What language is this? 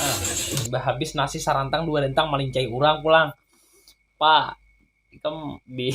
Banjar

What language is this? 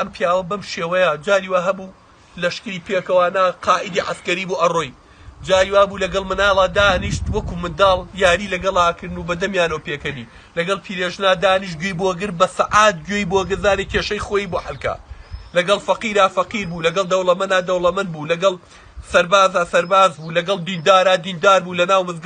Central Kurdish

